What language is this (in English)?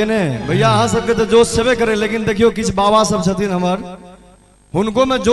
Maithili